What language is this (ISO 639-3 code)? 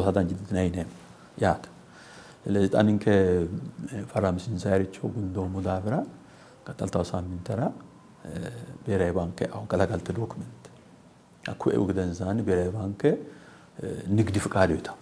sid